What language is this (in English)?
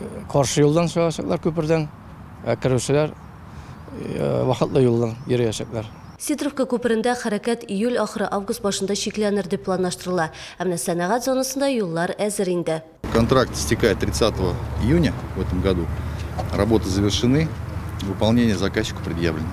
Tatar